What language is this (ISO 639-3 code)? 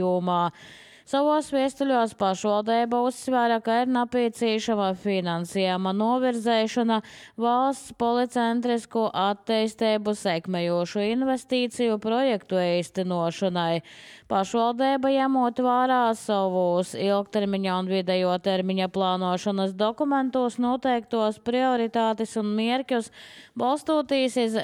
lav